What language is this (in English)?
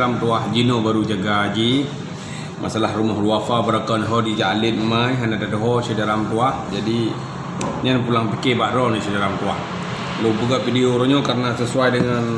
Achinese